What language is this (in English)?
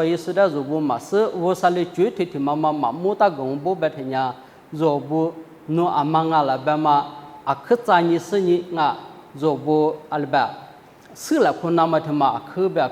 Lisu